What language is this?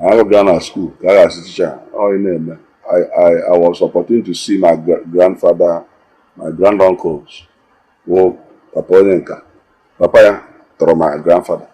Igbo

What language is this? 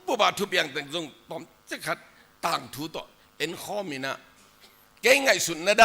Tedim Chin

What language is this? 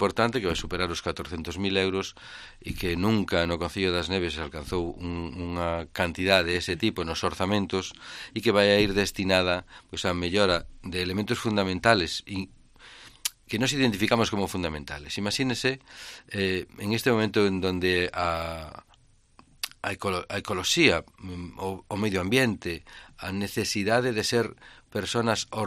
Galician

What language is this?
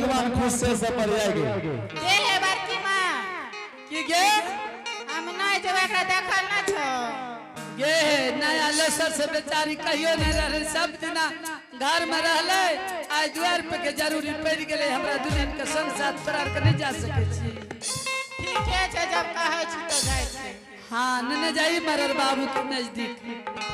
Angika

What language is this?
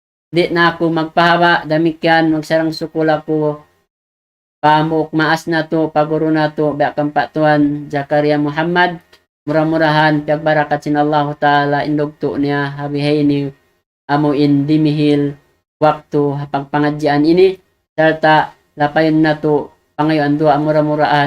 Tausug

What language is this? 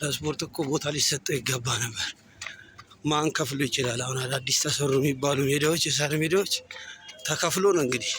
Amharic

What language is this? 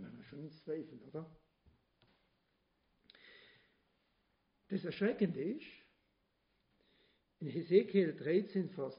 German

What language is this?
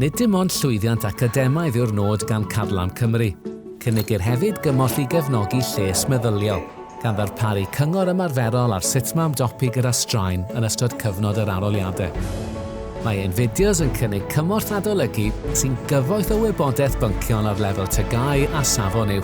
Welsh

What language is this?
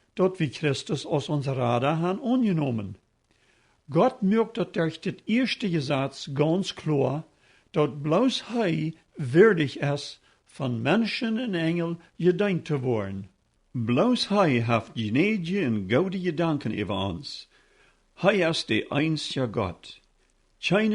Plautdietsch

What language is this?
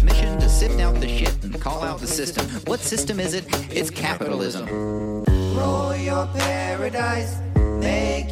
English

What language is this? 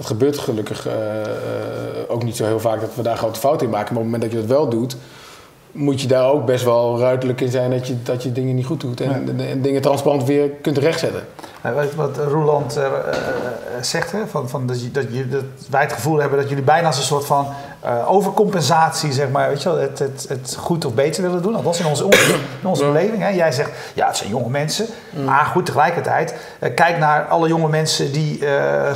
Dutch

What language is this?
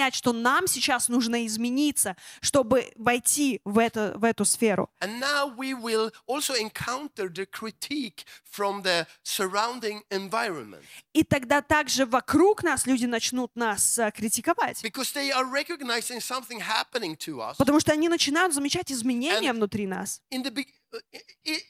Russian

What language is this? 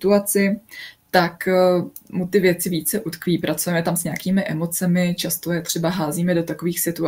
Czech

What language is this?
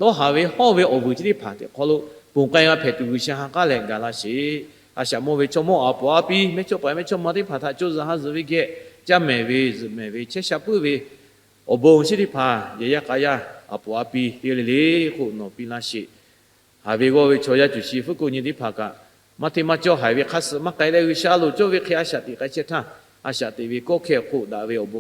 Lahu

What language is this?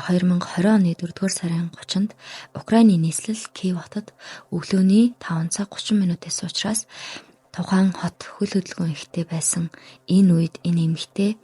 Mongolian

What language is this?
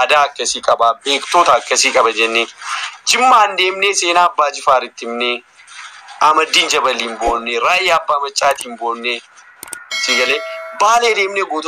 Oromo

